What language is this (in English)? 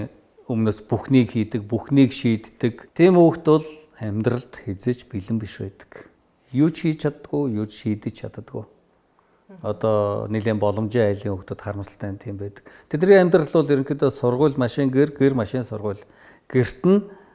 Mongolian